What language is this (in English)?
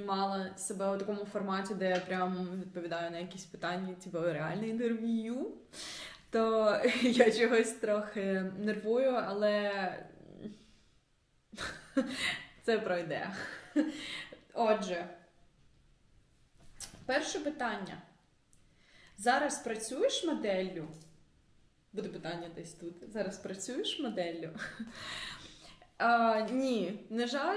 Ukrainian